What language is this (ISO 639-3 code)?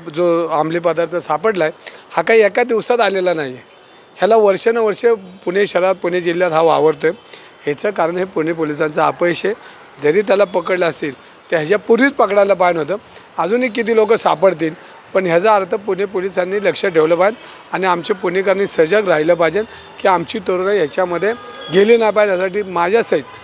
mar